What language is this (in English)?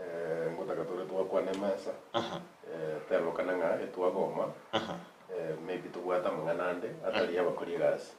Gusii